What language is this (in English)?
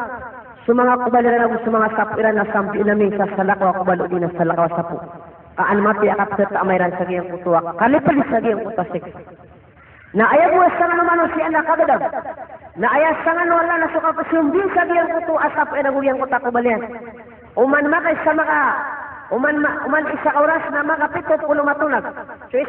Maranao